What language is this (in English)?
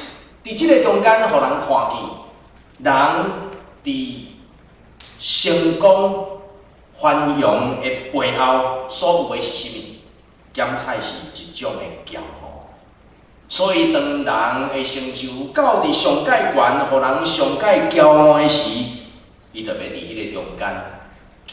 Min Nan Chinese